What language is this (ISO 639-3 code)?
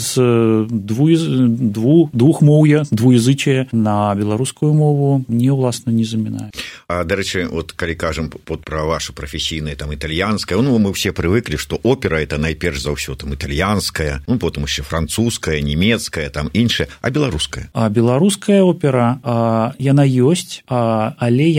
bel